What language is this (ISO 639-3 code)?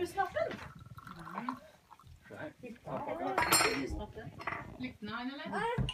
nor